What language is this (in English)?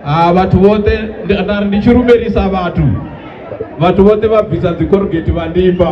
Venda